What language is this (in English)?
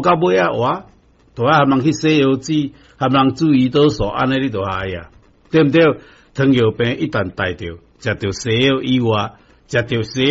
Min Nan Chinese